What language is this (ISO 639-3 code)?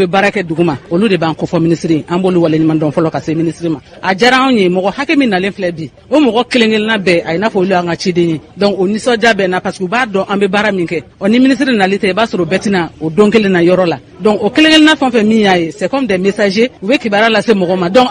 bam